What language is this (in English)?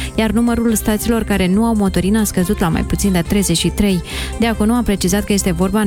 Romanian